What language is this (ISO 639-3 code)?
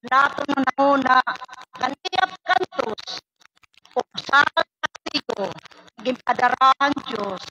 war